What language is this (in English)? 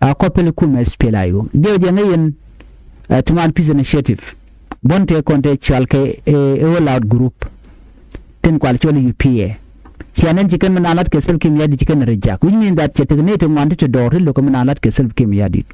Nuer